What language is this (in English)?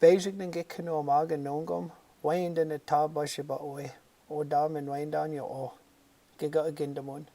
Chippewa